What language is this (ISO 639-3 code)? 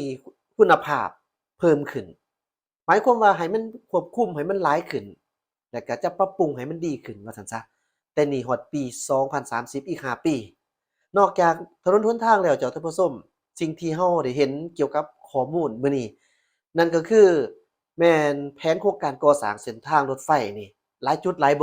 lao